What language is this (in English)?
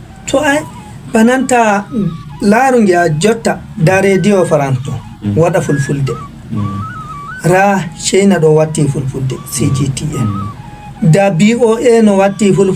Fula